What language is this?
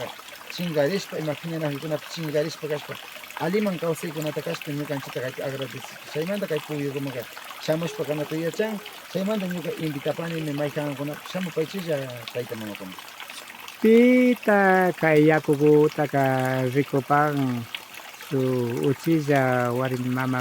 Imbabura Highland Quichua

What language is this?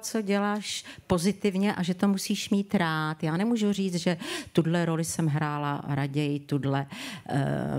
Czech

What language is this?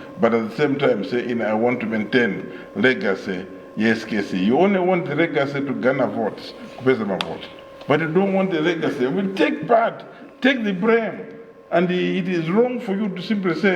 Nyanja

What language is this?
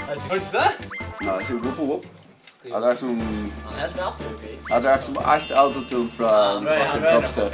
Faroese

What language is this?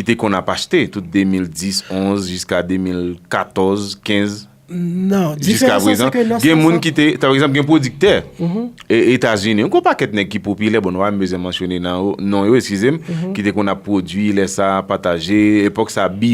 Haitian Creole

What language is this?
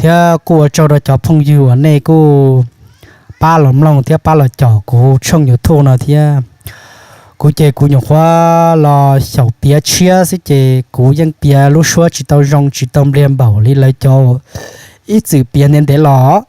Hmong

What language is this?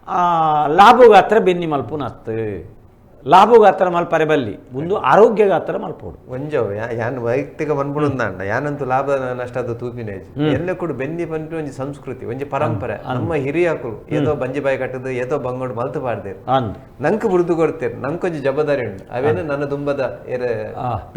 Tulu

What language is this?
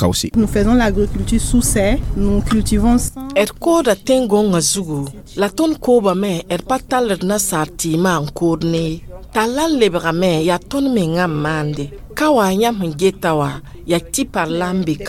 Mossi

